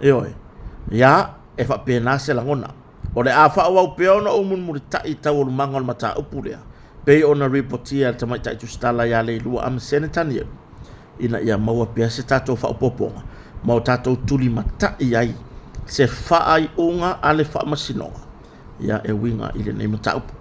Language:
Samoan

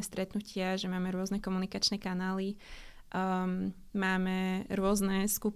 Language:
Slovak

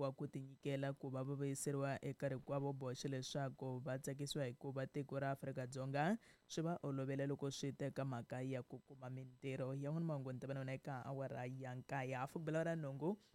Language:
Tsonga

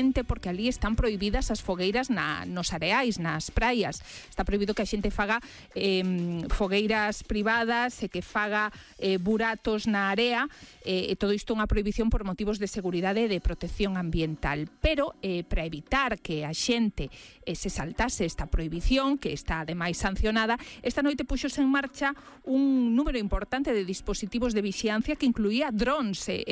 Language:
Galician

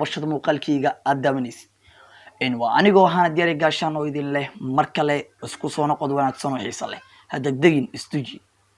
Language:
Somali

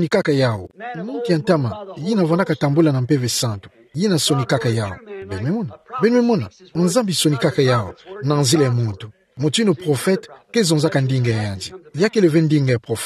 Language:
Kituba (Democratic Republic of Congo)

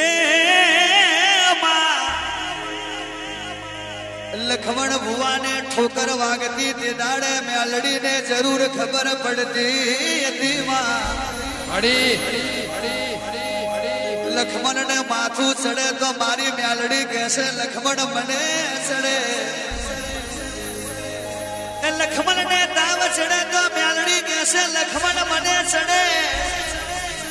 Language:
Gujarati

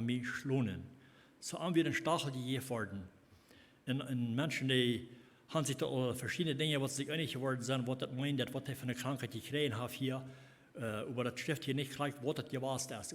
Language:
Plautdietsch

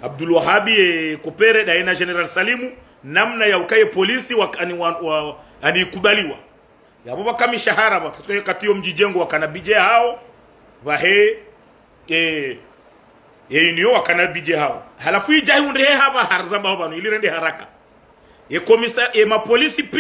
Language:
Ngazidja Comorian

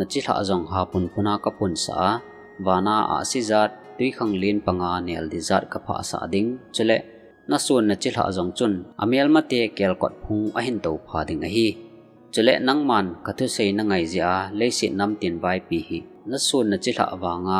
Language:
Thado Chin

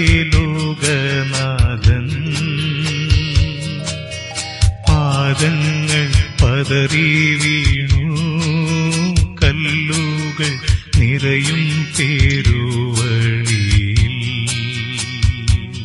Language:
Malayalam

